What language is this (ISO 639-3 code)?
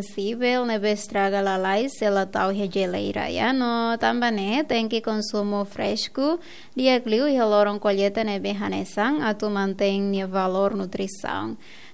tet